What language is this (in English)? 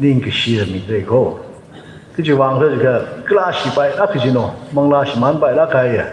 Tangkhul Naga (India)